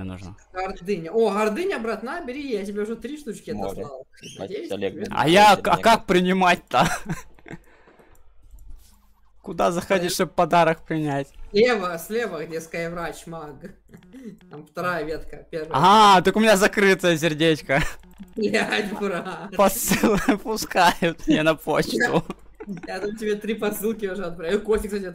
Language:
Russian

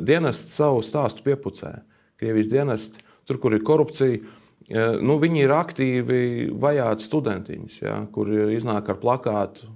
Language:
Latvian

